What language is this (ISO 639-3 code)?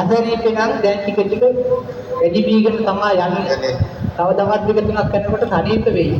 sin